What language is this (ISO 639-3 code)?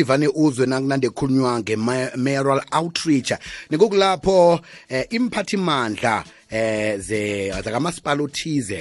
nbl